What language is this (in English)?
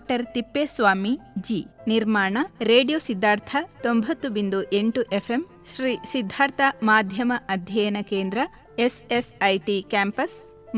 Kannada